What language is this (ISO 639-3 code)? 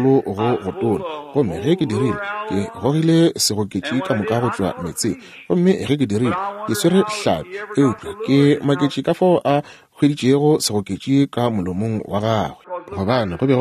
nso